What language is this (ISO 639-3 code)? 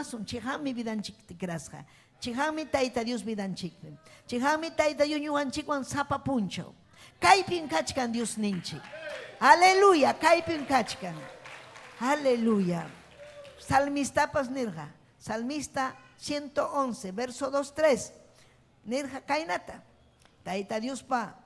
quy